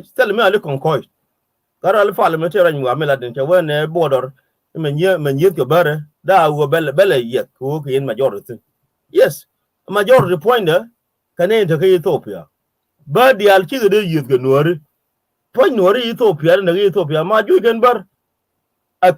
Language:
Nuer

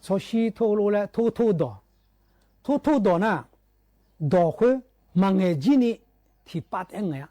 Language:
Akha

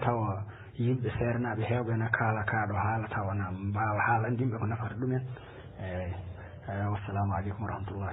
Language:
Fula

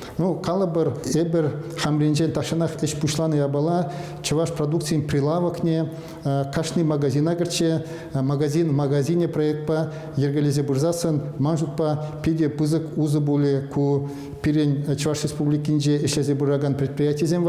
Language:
Chuvash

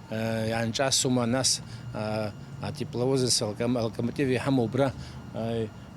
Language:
Abkhazian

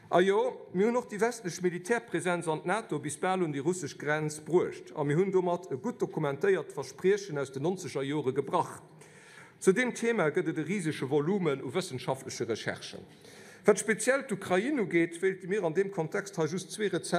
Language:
Luxembourgish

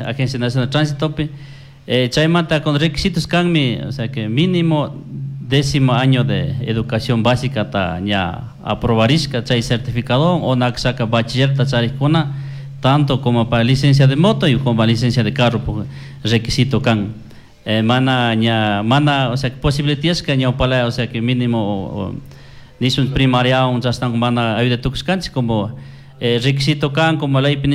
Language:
Chimborazo Highland Quichua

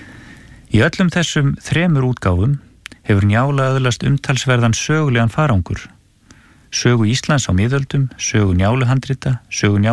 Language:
Icelandic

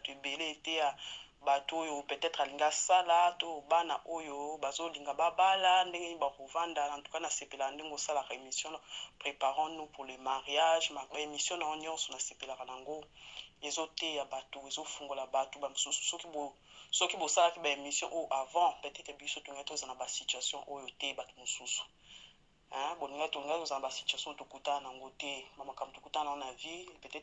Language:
Lingala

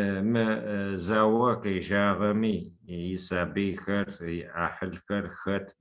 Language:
Adyghe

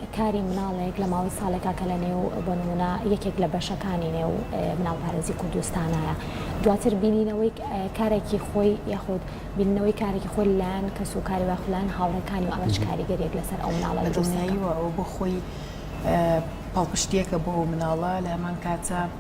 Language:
Central Kurdish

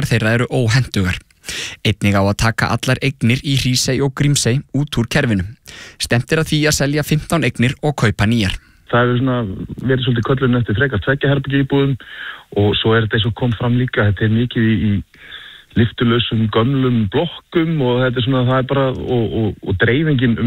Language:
Icelandic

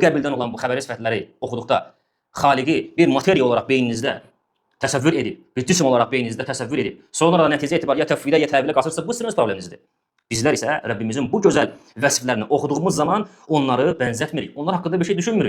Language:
Azerbaijani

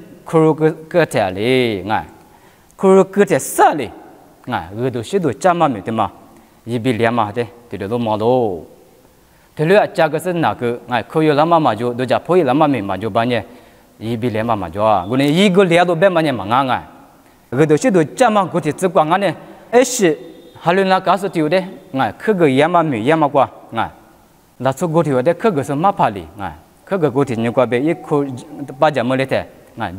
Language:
Lisu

